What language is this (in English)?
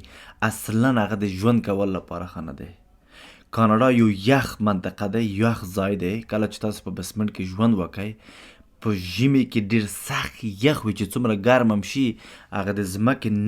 Pashto